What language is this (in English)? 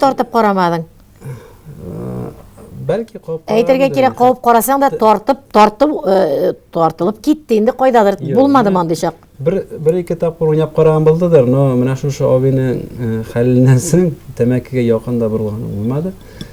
Tatar